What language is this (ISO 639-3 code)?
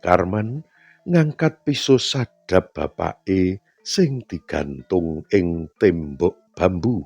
jav